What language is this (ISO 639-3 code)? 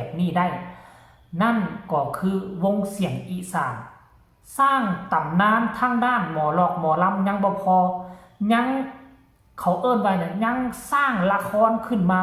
tts